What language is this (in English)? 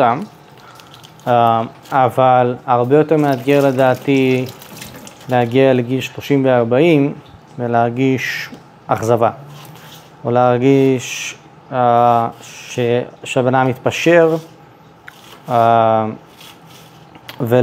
Hebrew